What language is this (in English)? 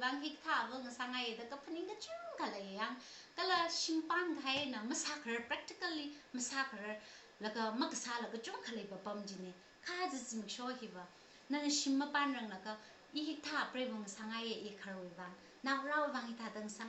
Tangkhul Naga (India)